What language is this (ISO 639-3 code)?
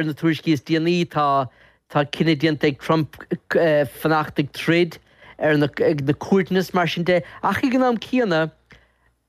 gle